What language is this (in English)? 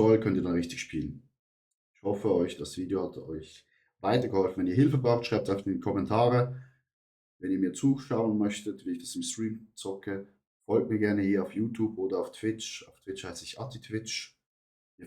Swiss German